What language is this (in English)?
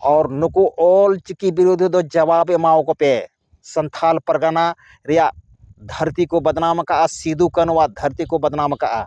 Santali